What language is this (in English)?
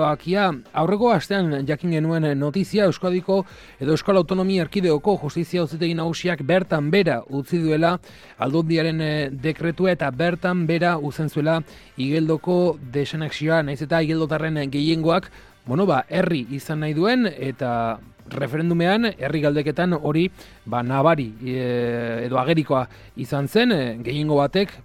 Basque